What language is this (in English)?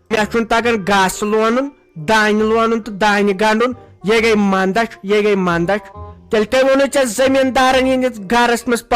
Kashmiri